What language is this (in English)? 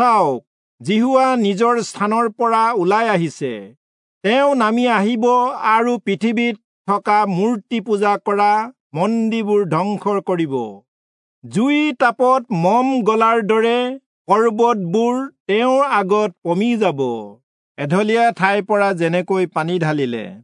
Assamese